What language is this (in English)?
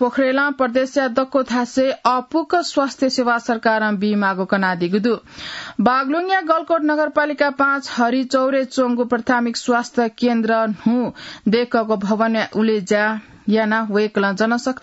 Newari